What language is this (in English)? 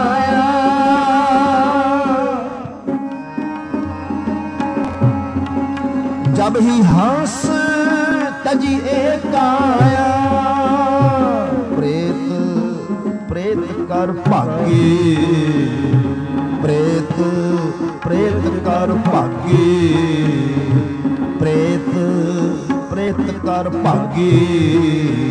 Punjabi